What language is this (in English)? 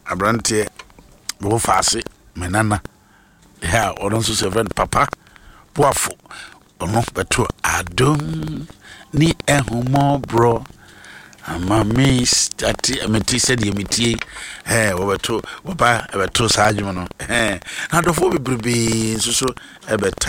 Akan